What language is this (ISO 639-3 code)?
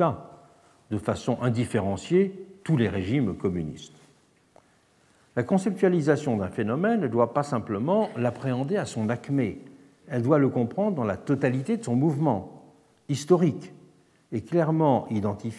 fra